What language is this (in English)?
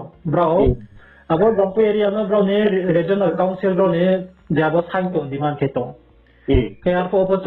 Riang (India)